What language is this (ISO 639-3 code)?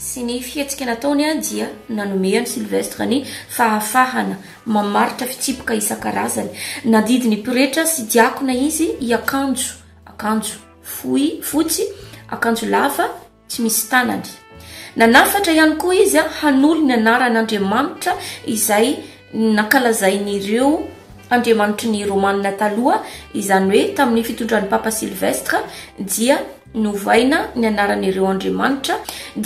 mlg